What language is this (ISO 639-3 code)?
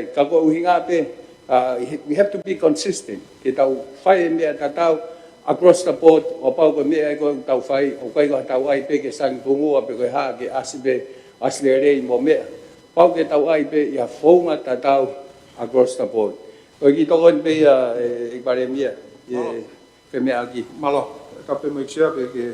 ton